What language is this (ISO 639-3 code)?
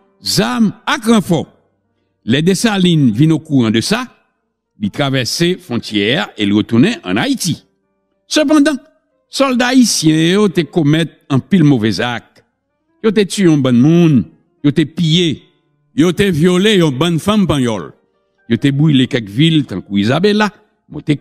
hat